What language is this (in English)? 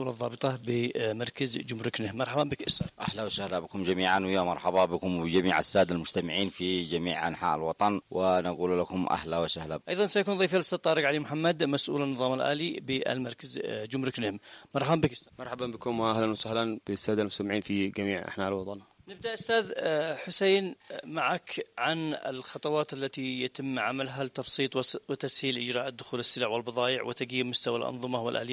Arabic